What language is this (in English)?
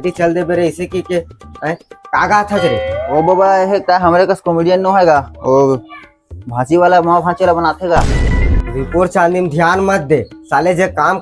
Chhattisgarhi